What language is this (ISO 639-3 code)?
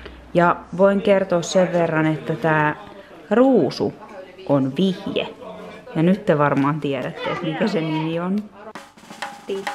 fin